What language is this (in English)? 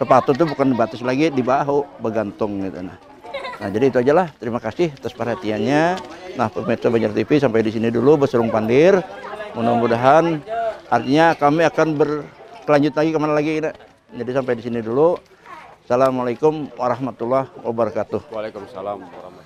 Banjar